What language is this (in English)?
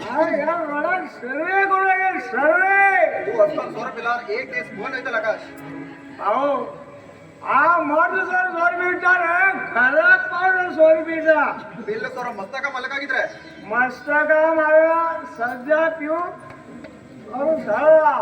Konkani